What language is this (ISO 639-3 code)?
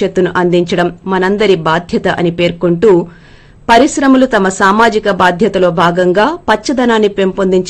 tel